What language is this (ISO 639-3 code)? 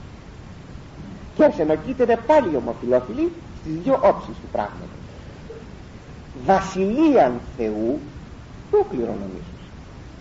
ell